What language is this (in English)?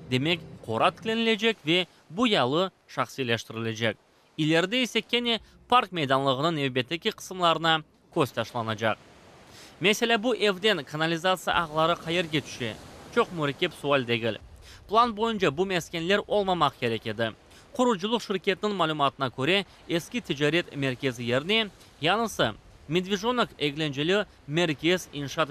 Crimean Tatar